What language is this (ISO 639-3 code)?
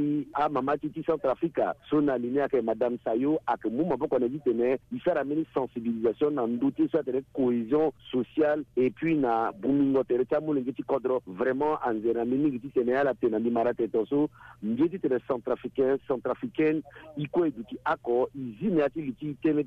sag